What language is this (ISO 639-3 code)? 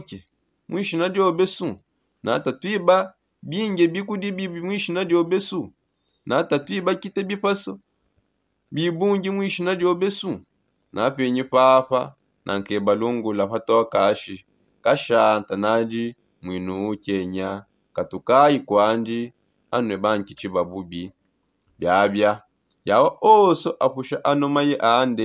sop